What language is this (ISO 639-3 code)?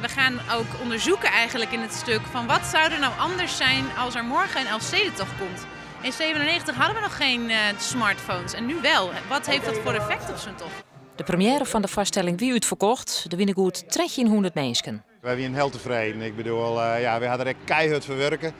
fry